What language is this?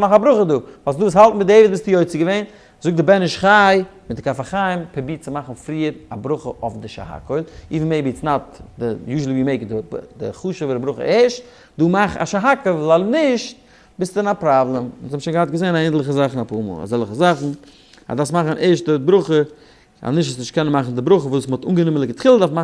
Yiddish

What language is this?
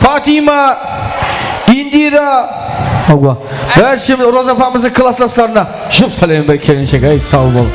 Kara-Kalpak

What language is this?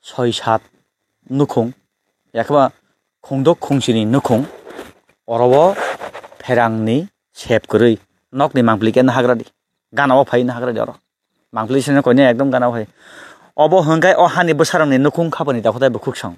Kok Borok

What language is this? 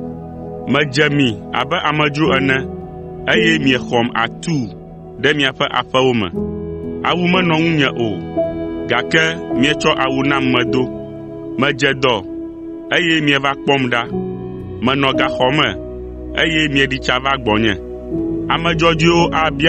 Ewe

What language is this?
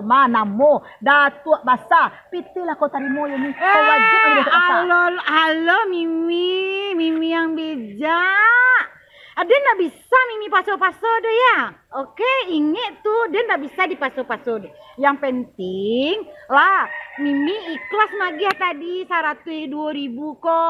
Minangkabau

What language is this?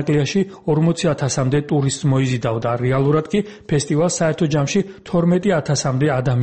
Georgian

